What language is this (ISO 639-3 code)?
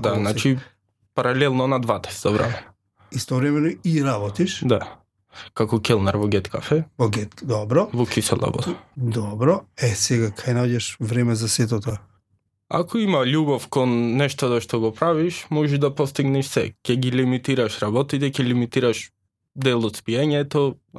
mkd